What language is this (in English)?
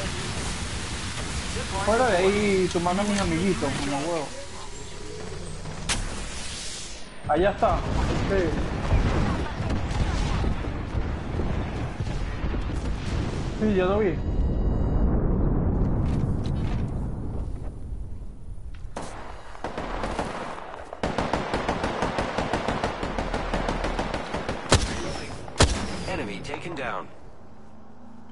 Spanish